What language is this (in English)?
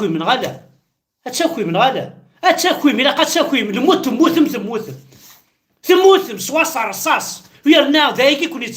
Kabyle